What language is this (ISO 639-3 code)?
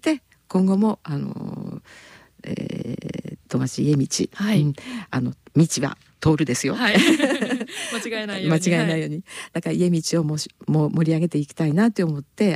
jpn